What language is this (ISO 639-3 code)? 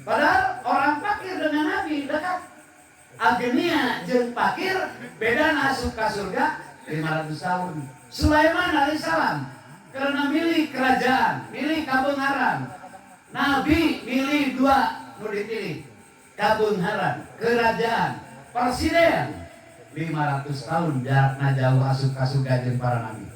sun